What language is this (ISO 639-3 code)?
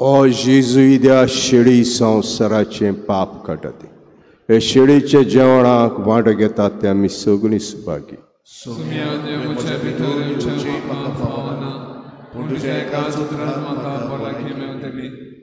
kok